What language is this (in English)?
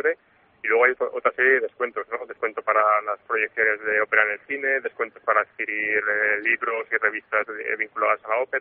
Spanish